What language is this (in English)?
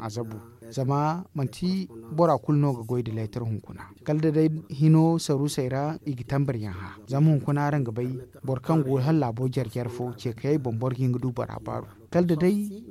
Zarma